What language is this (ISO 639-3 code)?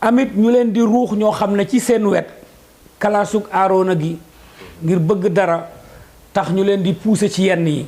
wol